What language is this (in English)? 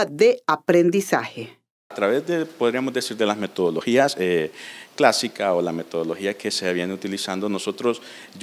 Spanish